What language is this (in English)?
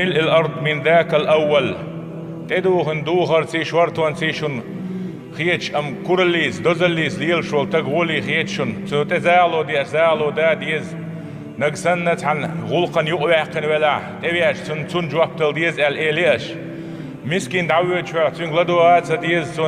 Chechen